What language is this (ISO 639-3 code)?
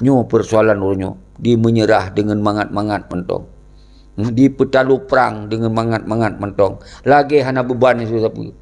ace